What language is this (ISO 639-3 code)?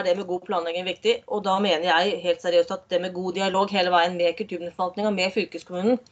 nor